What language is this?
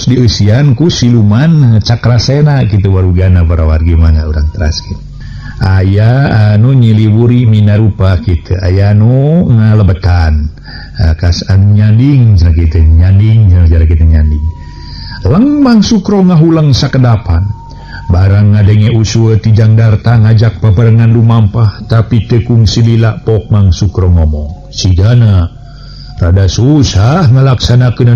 Sundanese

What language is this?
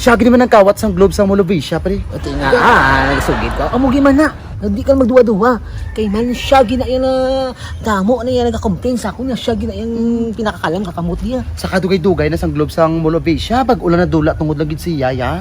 Hiligaynon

